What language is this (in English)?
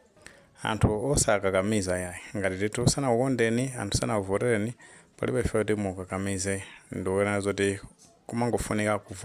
Nyanja